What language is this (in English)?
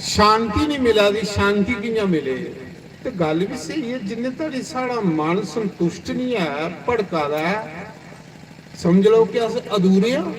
Dogri